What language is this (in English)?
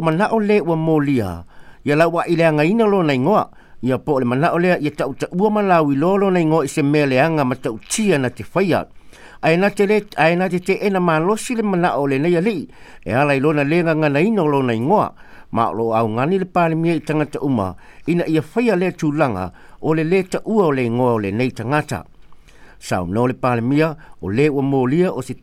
Samoan